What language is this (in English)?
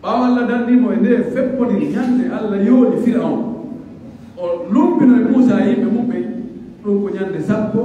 Pular